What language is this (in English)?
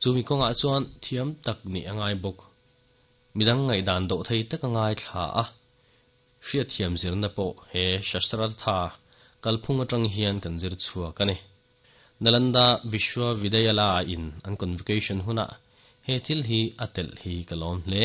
Mizo